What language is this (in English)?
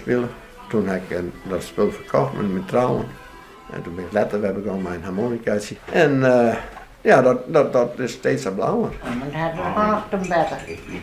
Western Frisian